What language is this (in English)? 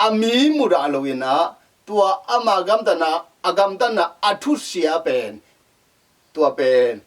Tedim Chin